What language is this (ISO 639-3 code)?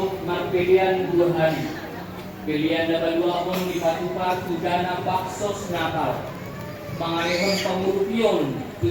bbc